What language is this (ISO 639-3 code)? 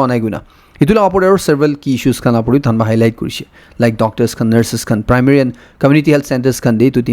nag